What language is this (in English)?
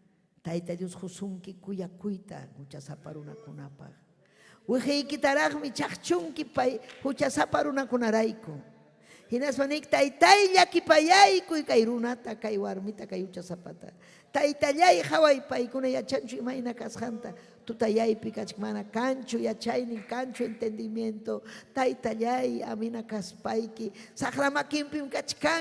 Ayacucho Quechua